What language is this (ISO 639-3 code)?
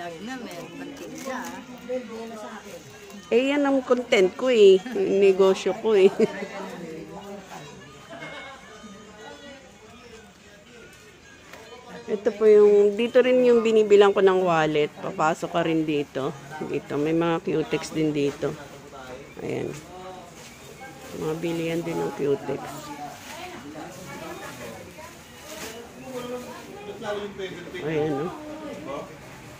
fil